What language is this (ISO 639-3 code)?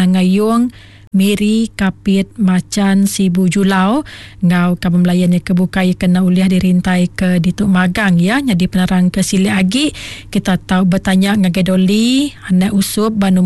iba